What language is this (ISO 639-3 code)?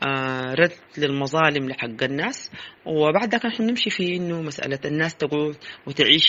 apd